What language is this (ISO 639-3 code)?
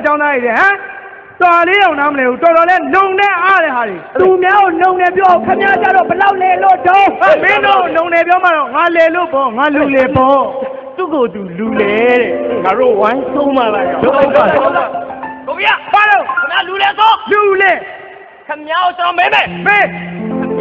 mya